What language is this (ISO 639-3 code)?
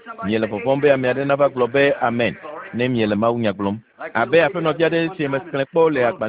ewe